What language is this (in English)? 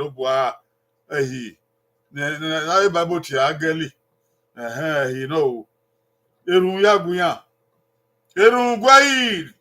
Bini